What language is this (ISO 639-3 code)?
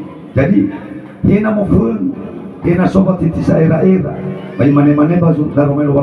nia